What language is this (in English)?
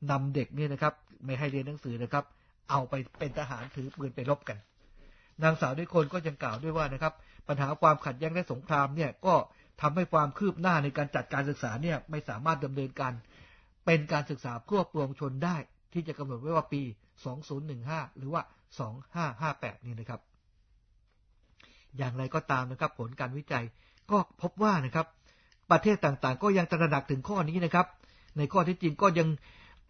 Thai